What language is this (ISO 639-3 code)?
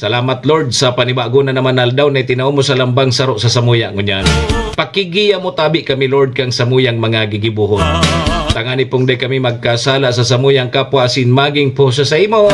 bik